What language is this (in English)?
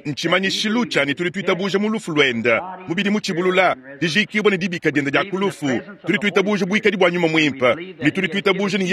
Luba-Lulua